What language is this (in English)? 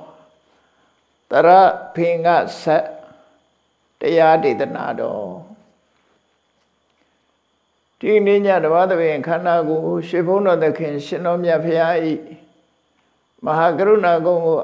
Burmese